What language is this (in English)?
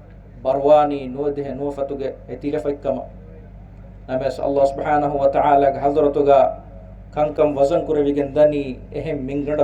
Divehi